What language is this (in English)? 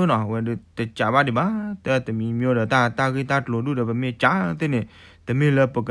S'gaw Karen